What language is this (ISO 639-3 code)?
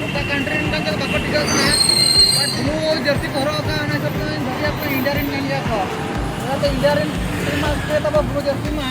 sat